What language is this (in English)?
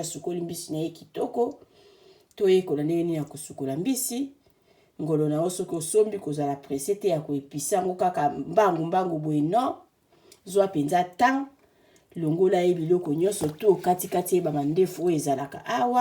Lingala